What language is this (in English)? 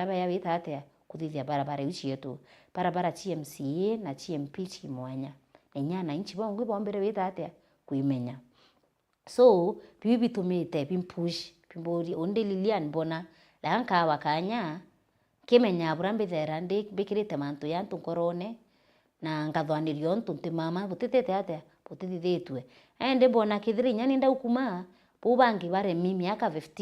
Meru